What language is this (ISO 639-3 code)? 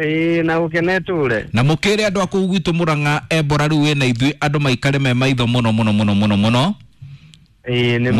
kik